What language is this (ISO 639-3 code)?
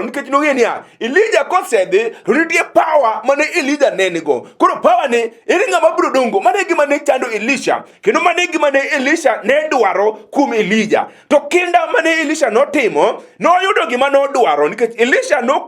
luo